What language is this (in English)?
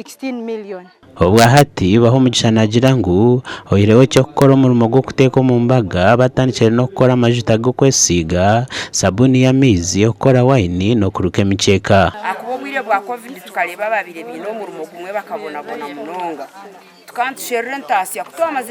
Nyankole